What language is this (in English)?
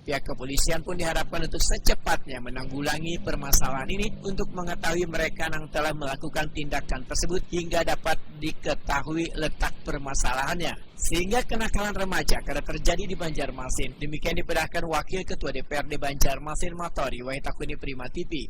Banjar